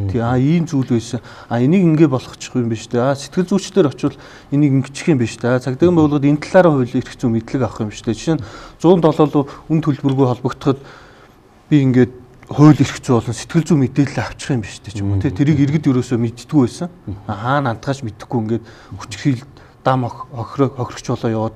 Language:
Mongolian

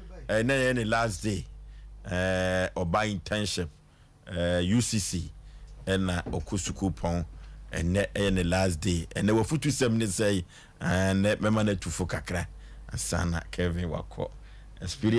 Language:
Akan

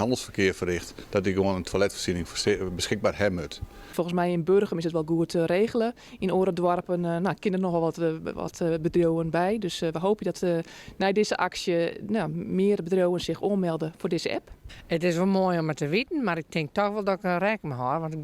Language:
Western Frisian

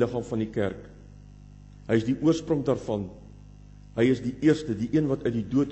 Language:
Afrikaans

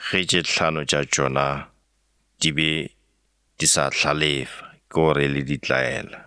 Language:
Northern Sotho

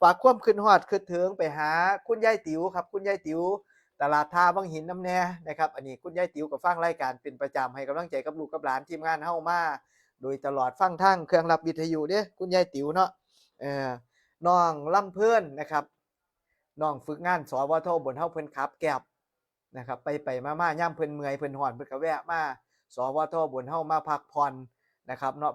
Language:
Northeastern Thai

